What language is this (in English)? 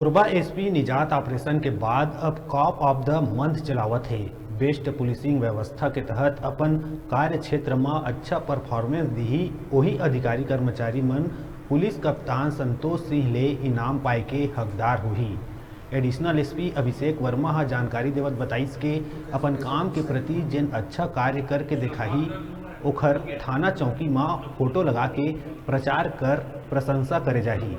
Chhattisgarhi